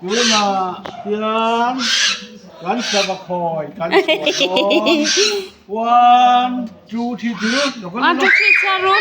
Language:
Mizo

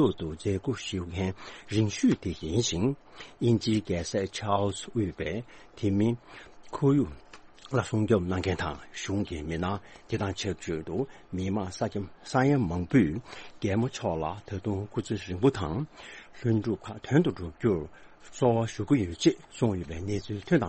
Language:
Tibetan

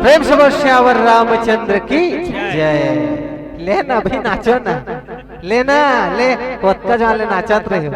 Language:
Chhattisgarhi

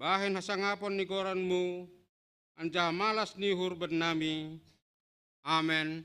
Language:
Batak Simalungun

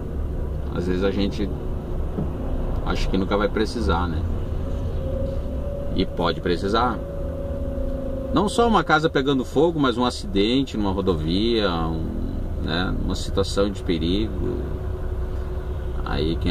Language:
Portuguese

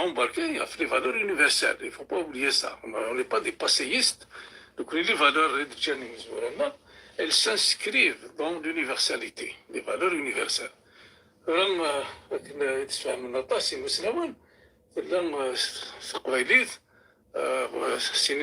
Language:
Kabyle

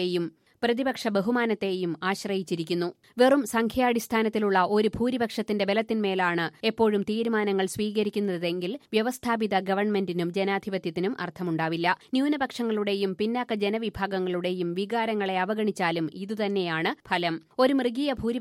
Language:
Malayalam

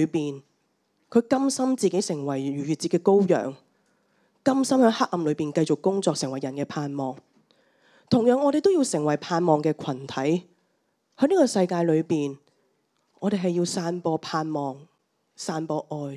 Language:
Cantonese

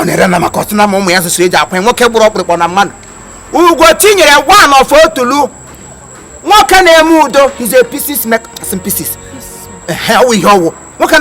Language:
Igbo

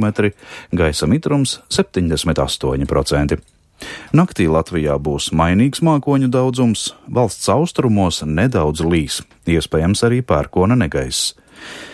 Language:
Latvian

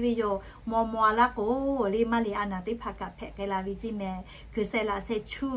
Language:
Lahu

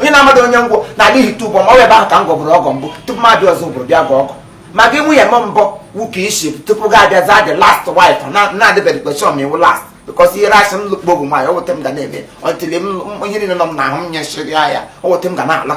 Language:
Igbo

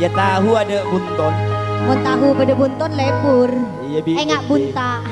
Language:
Madurese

